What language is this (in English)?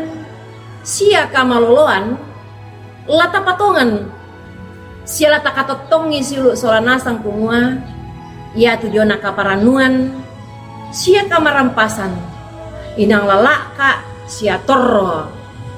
Toraja-Sa'dan